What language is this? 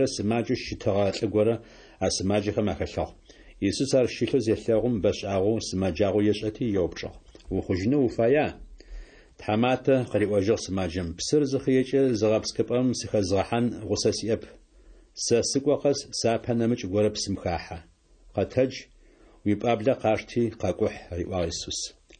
Adyghe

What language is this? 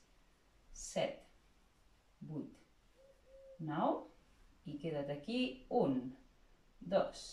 Catalan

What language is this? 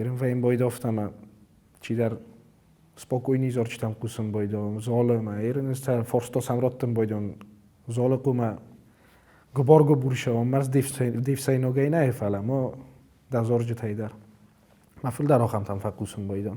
Ossetic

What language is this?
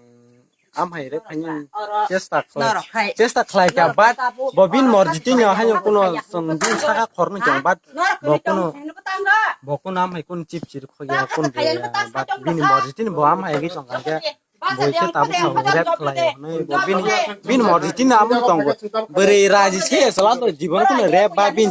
Kok Borok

